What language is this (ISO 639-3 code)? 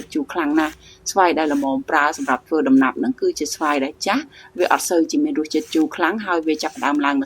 khm